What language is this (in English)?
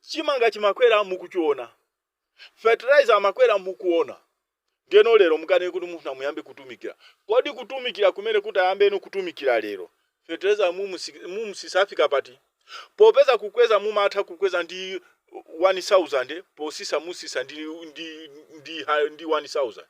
Nyanja